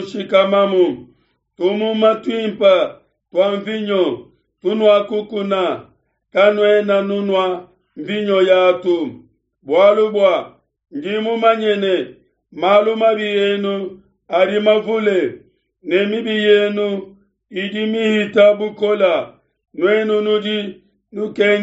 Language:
Luba-Lulua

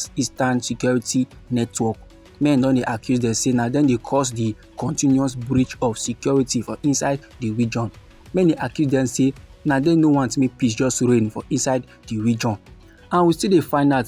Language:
Nigerian Pidgin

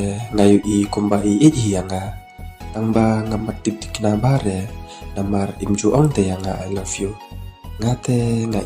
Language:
Khasi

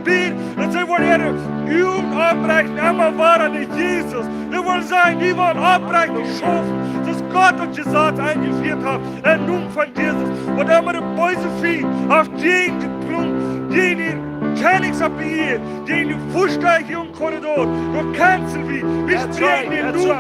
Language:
Plautdietsch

